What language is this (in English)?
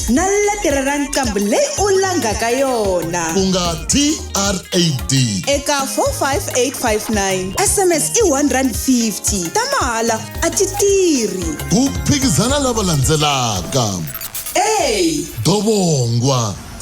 Tsonga